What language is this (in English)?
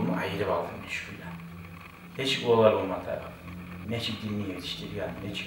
Kumyk